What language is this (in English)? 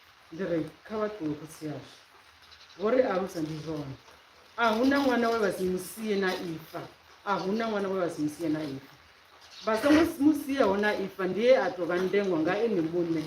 Venda